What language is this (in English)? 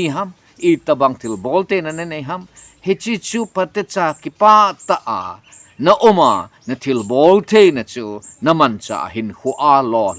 Thado Chin